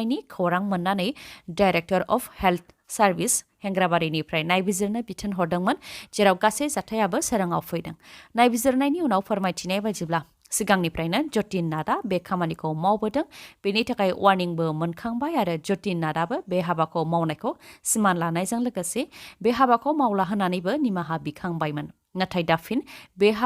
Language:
Bodo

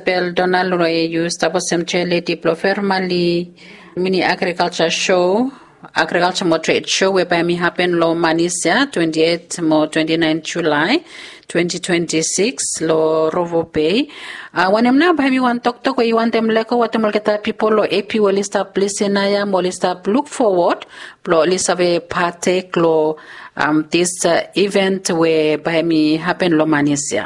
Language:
Bislama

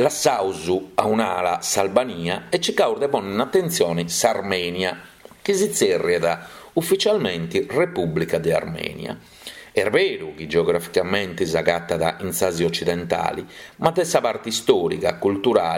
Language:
Sardinian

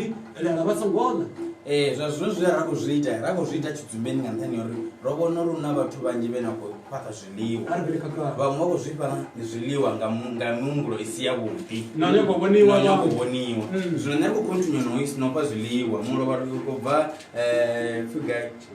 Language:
Venda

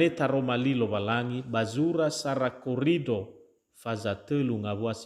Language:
Nias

